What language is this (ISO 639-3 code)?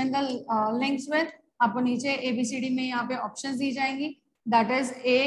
hin